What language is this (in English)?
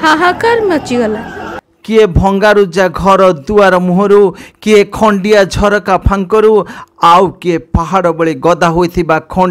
Odia